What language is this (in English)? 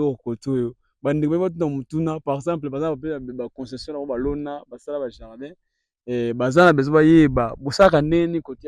Lingala